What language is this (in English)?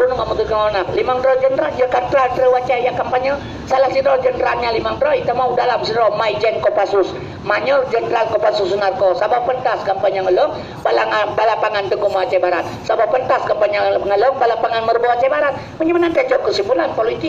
Achinese